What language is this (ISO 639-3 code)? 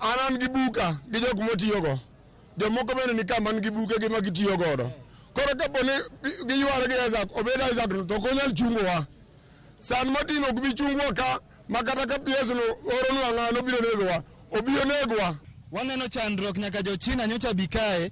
luo